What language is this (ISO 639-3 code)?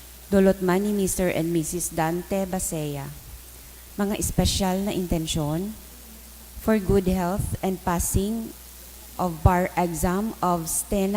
bik